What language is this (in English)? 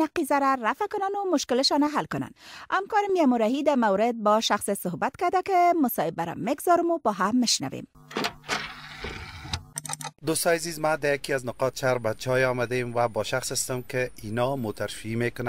Persian